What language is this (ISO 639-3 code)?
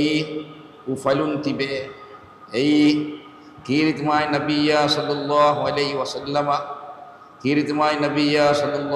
div